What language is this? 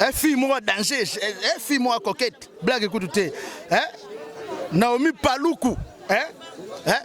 Lingala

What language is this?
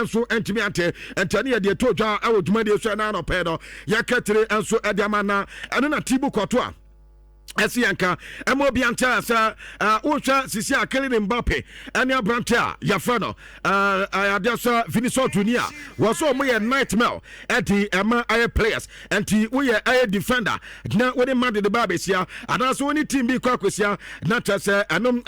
Akan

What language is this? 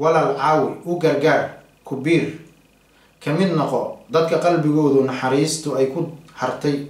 Somali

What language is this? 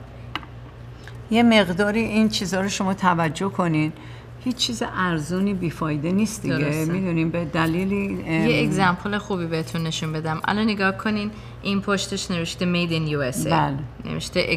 Persian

